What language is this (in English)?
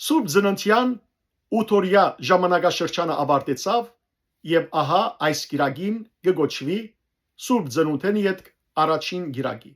Western Armenian